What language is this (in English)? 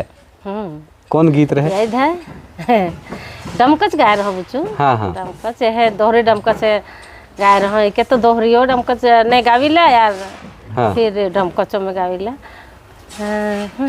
Sadri